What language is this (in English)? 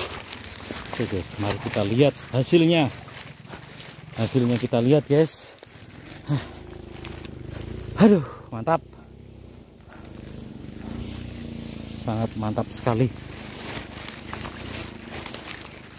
Indonesian